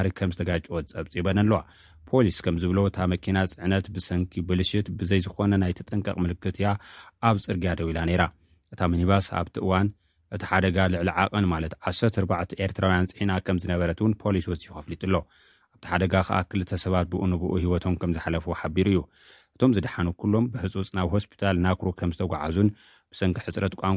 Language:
Tigrinya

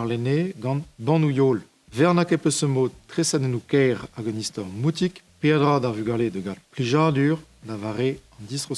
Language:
Breton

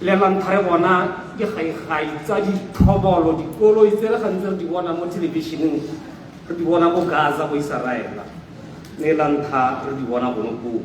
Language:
Tswana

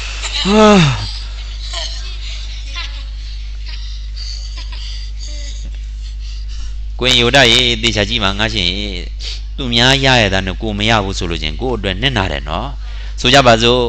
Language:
Burmese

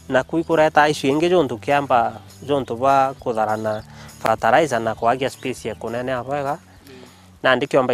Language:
Meru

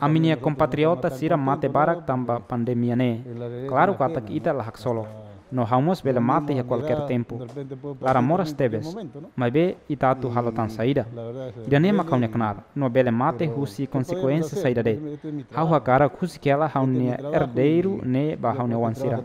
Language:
Tetum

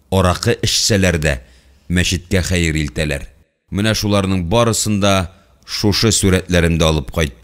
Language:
Tatar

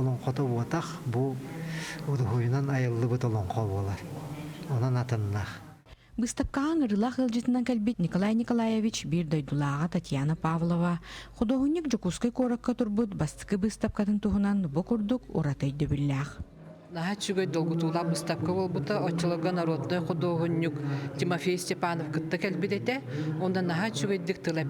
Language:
Yakut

